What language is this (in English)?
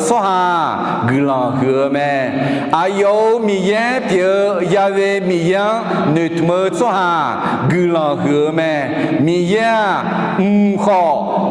Akha